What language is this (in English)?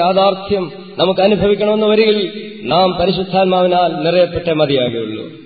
Malayalam